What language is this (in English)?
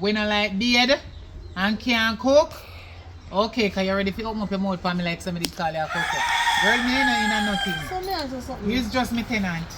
Jamaican Creole English